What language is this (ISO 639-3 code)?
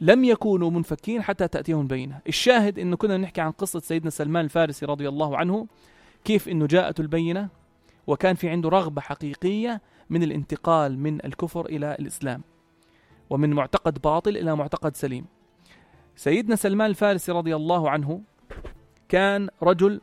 apc